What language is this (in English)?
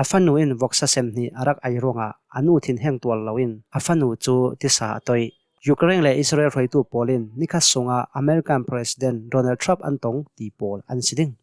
Hakha Chin